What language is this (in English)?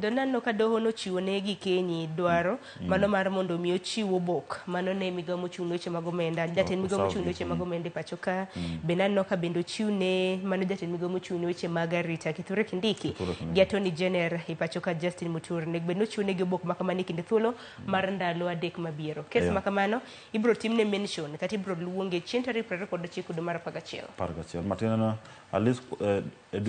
Luo (Kenya and Tanzania)